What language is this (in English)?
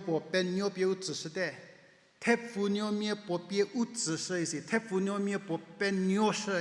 Angami Naga